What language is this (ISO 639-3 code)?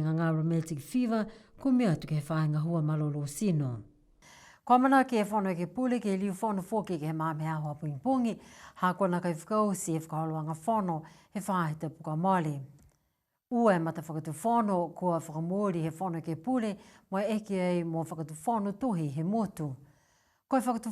niu